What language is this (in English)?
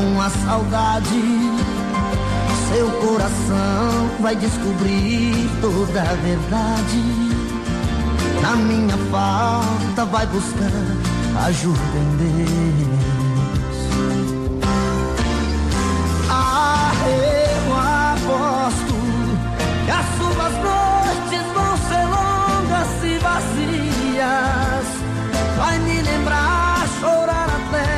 Portuguese